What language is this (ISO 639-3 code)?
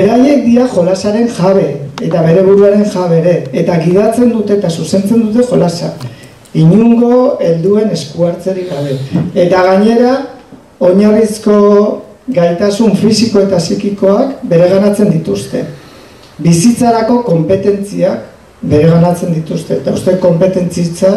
eus